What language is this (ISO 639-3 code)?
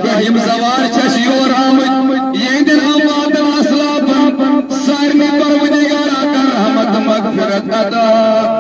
kas